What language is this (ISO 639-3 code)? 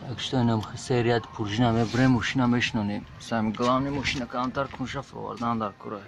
tgk